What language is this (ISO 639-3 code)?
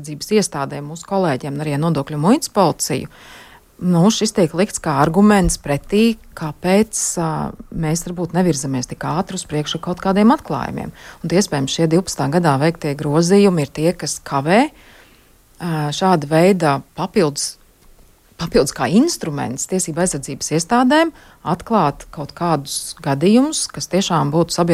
lav